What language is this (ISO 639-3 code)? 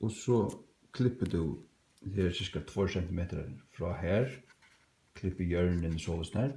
fao